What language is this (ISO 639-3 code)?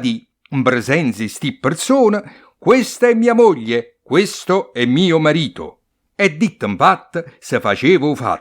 nap